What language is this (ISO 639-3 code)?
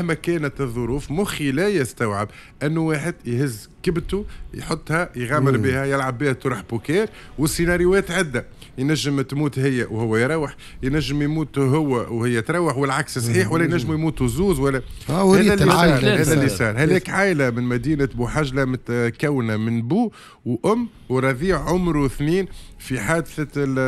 aeb